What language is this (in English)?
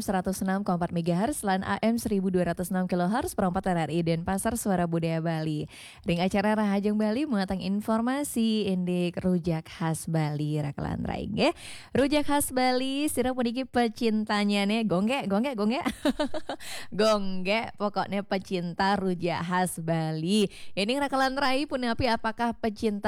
Balinese